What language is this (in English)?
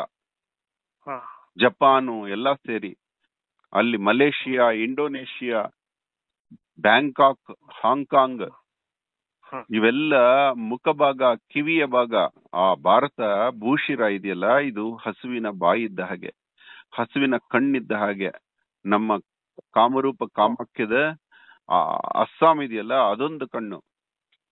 Kannada